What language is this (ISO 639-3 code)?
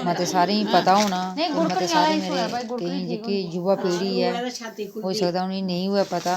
doi